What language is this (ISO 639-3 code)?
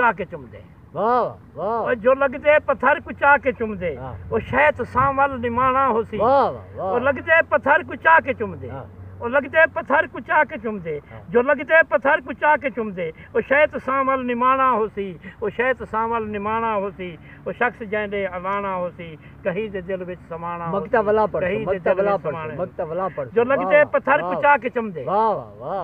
skr